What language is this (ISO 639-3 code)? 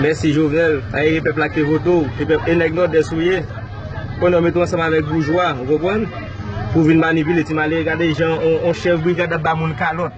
hat